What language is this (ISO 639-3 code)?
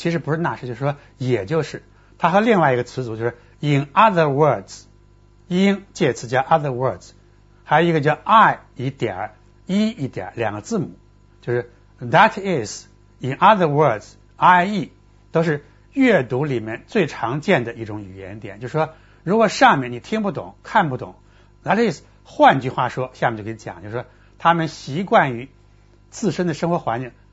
zho